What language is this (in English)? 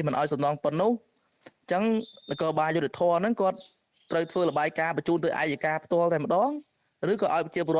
Khmer